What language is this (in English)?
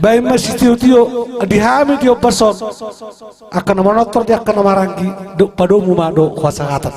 Batak Toba